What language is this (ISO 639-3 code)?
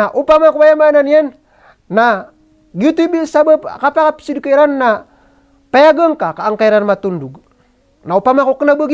mrw